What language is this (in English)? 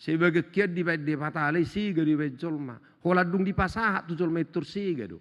Batak Toba